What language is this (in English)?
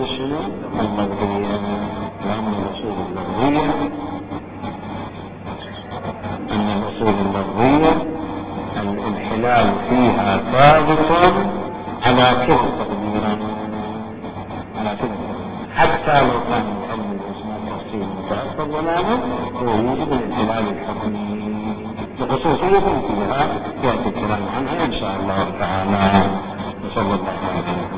Arabic